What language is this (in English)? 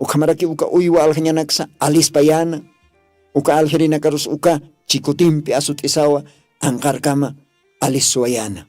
Aymara